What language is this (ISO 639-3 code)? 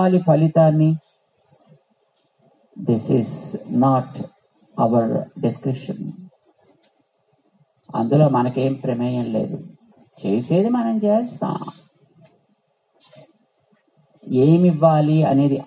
tel